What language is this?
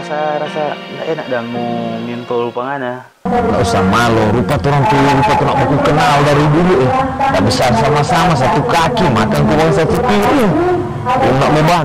Manado Malay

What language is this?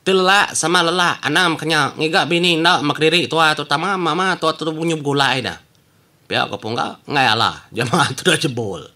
Iban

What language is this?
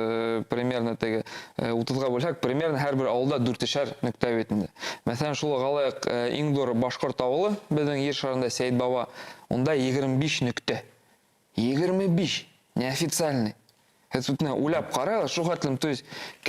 Bashkir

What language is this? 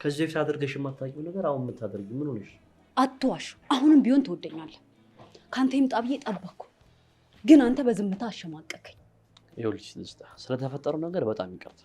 Amharic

